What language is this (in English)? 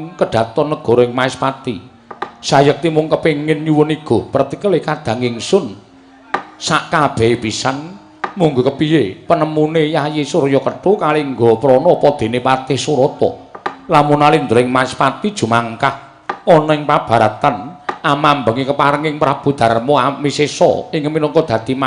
Javanese